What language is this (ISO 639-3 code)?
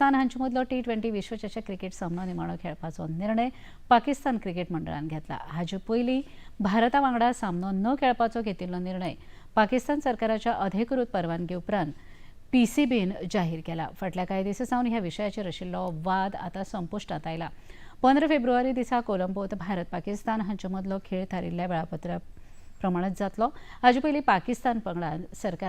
kok